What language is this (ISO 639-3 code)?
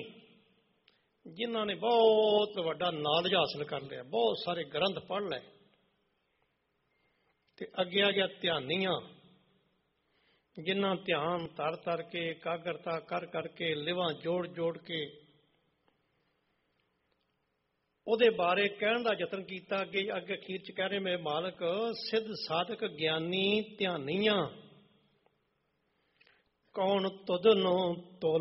pan